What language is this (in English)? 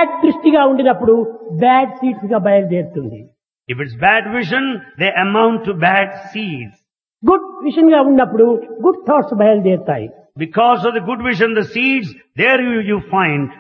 Telugu